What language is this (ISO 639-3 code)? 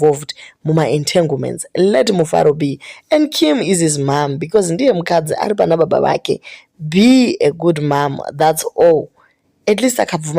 sna